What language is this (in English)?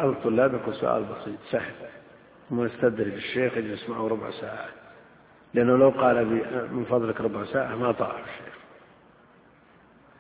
Arabic